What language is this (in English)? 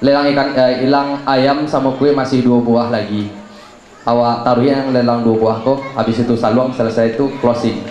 Minangkabau